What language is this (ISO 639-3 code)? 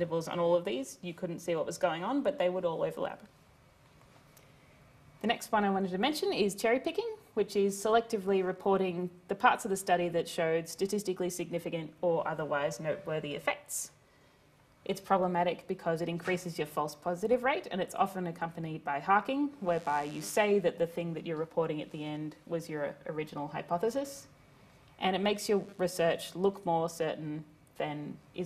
eng